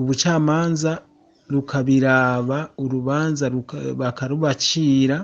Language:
Rundi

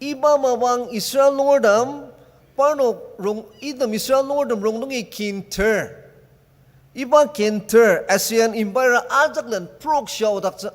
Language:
Ao Naga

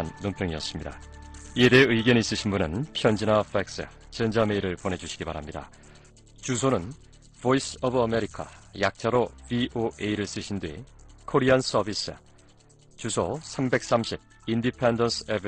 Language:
Korean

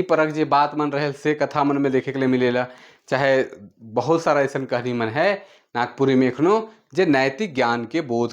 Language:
Sadri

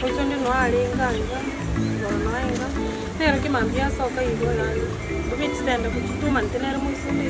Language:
Gusii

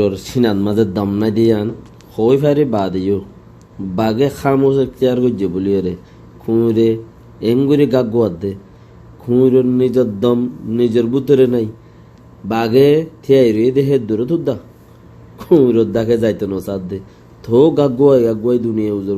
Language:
Rohingya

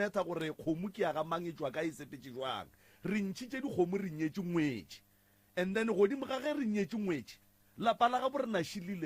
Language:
Northern Sotho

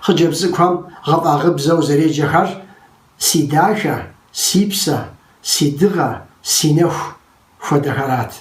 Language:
Kabardian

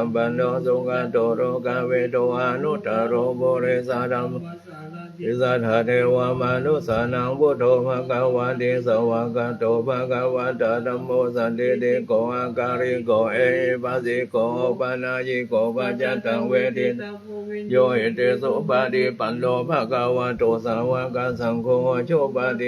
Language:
Pali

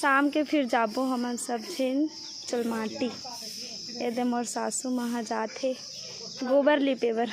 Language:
Chhattisgarhi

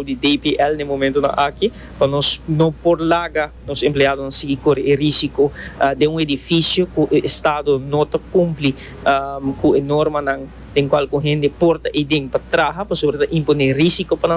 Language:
Papiamento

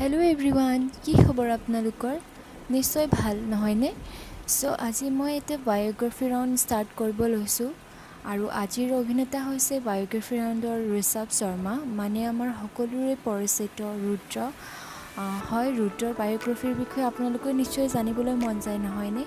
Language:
Assamese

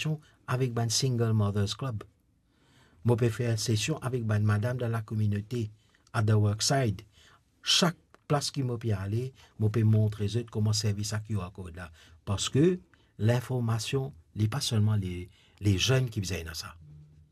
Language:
Morisyen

